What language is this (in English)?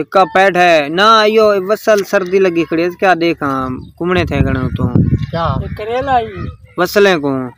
Saraiki